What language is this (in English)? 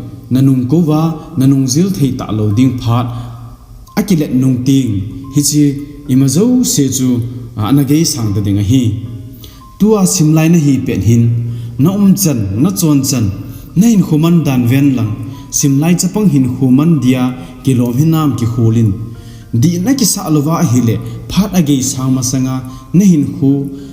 Thado Chin